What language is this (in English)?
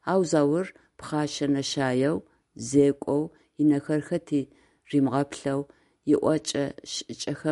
Adyghe